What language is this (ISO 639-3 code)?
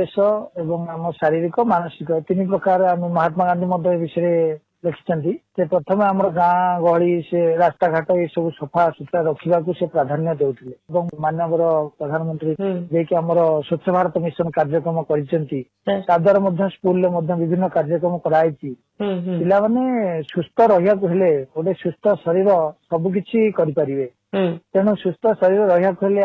ori